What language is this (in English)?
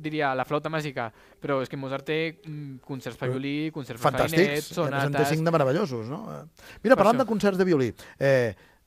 Catalan